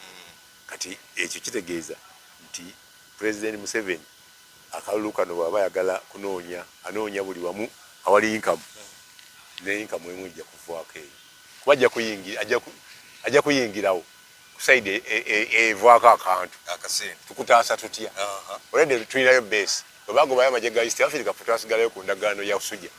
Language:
Ganda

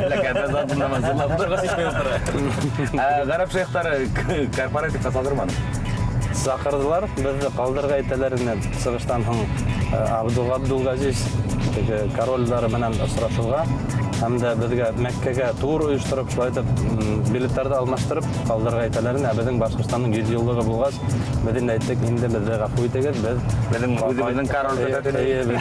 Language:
Bashkir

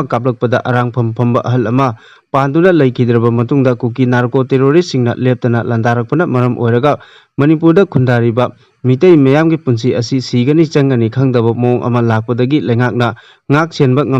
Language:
Manipuri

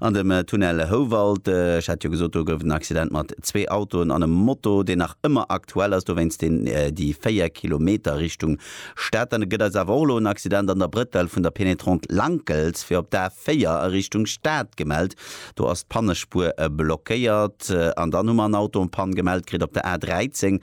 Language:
Luxembourgish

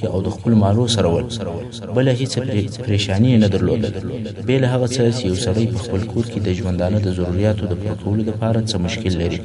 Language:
Pashto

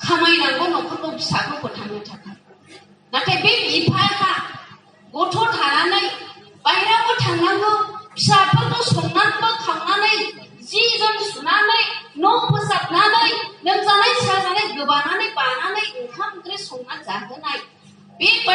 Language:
Bodo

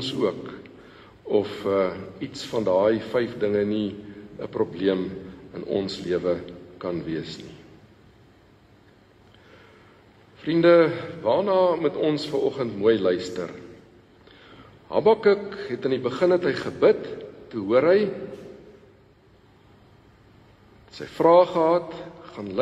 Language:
Afrikaans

